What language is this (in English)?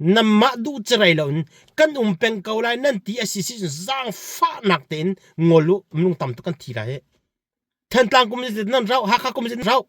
Hakha Chin